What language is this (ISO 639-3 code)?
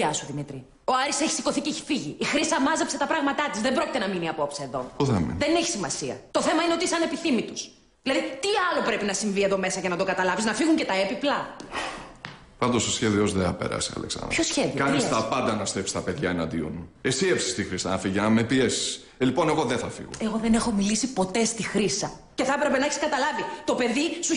ell